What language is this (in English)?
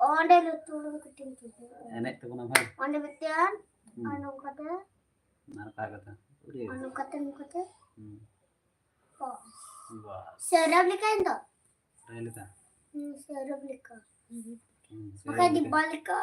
Santali